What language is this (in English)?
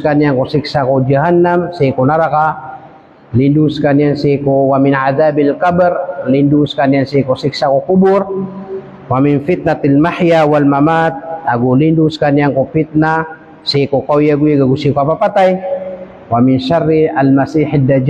Maranao